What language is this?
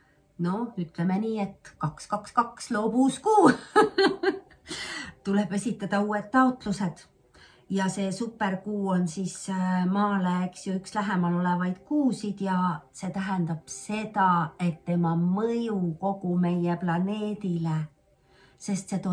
Estonian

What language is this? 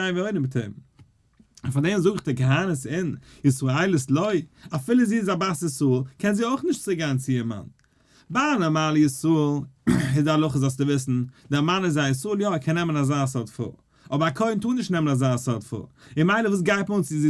Yiddish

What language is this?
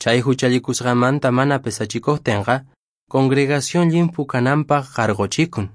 Quechua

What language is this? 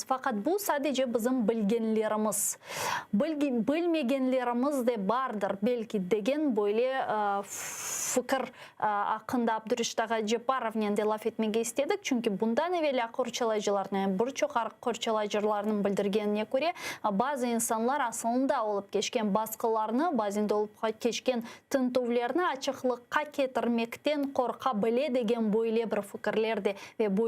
Crimean Tatar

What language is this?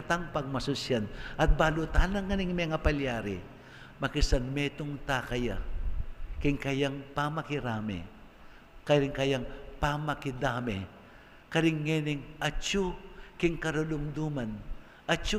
Pampanga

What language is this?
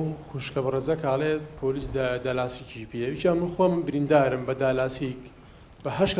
Central Kurdish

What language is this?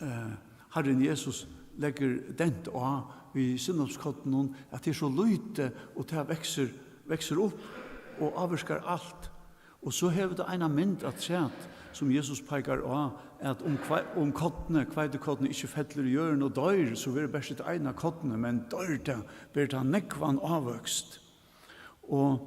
Faroese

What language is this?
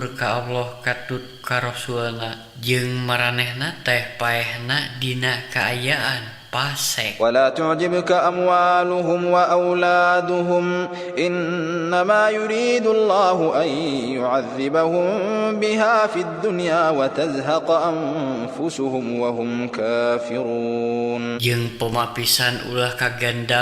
Sundanese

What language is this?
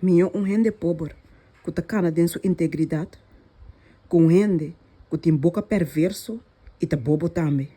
Papiamento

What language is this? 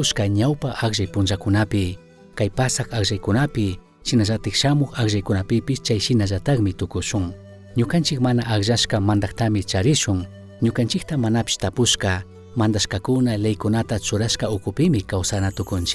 Chimborazo Highland Quichua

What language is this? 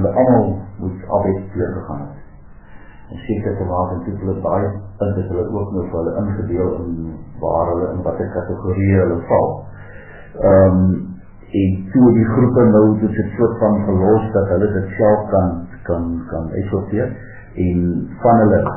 Afrikaans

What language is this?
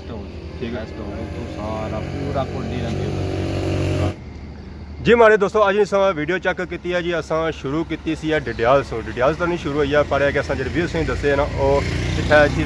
Pahari-Potwari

